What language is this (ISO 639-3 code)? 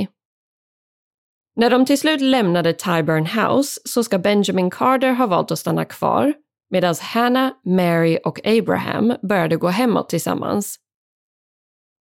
swe